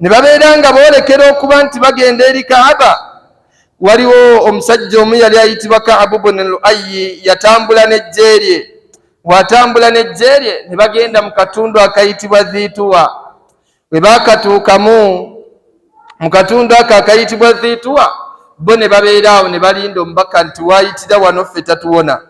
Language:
Ganda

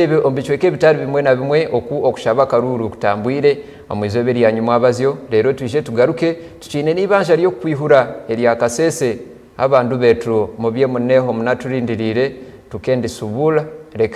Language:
Nyankole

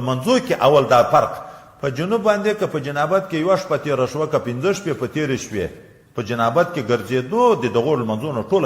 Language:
Pashto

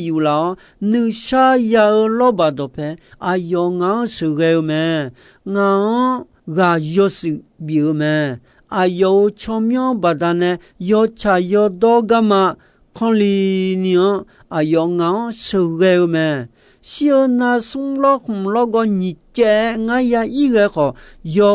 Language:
Akha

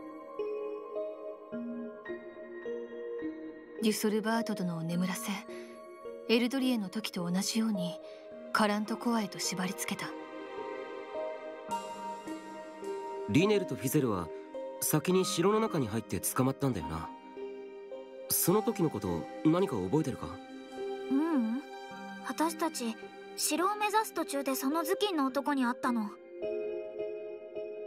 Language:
Japanese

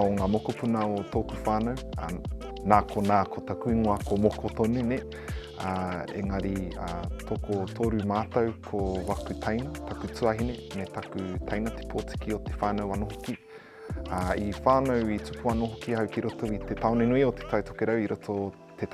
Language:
Māori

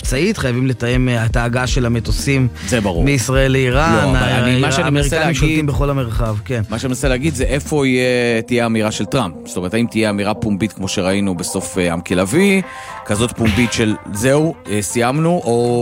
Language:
Hebrew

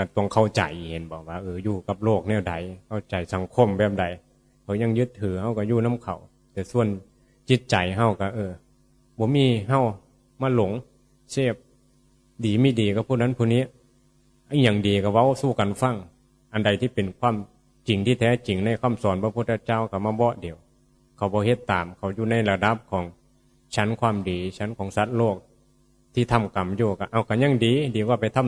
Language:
Northeastern Thai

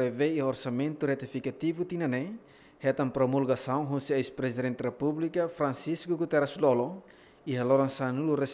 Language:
Tetum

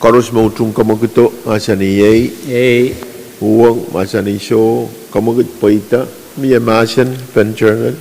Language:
Pohnpeian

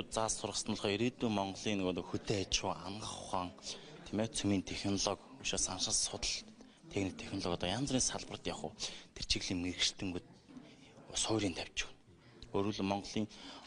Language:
Mongolian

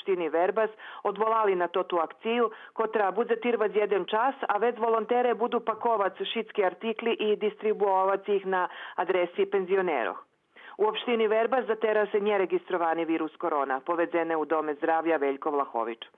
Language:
Rusyn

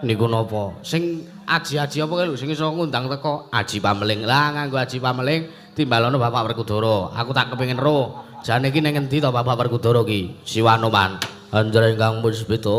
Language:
Javanese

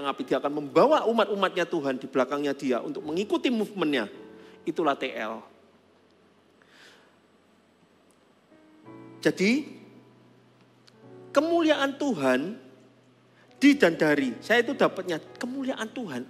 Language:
Indonesian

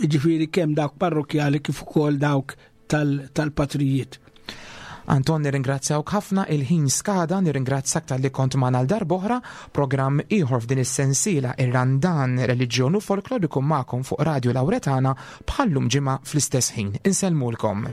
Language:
Maltese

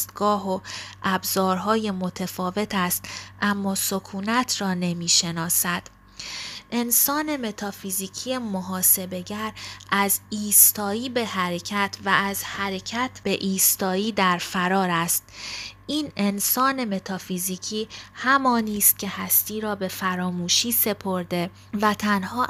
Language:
Persian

